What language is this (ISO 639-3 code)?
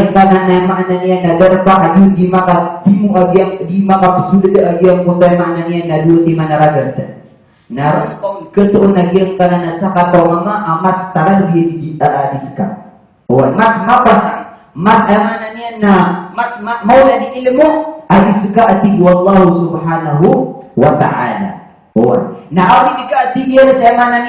mrw